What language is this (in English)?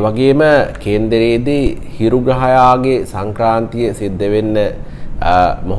Sinhala